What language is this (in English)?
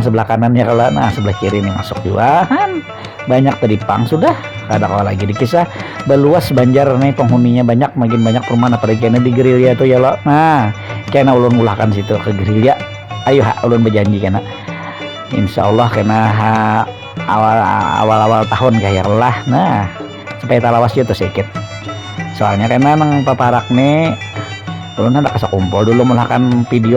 Banjar